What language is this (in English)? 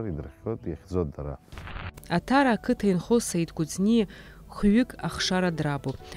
Abkhazian